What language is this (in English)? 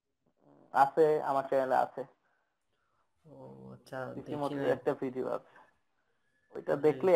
Bangla